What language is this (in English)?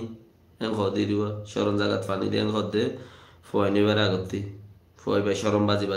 Rohingya